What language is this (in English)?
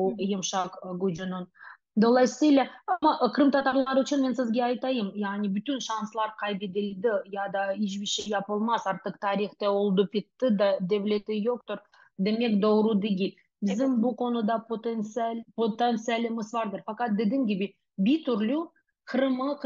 Crimean Tatar